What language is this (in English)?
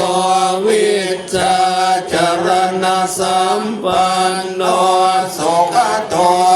Pali